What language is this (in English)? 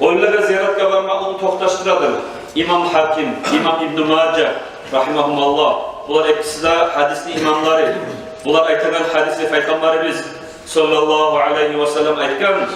Kumyk